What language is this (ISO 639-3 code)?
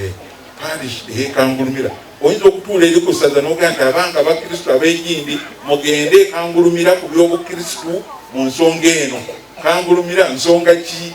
lug